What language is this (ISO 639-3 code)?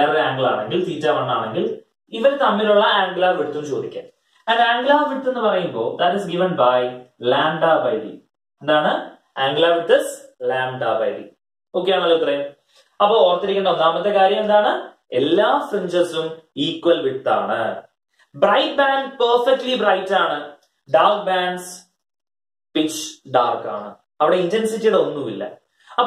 mal